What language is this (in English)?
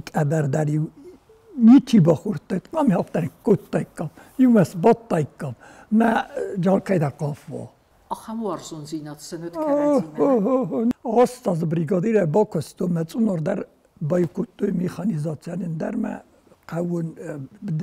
Ossetic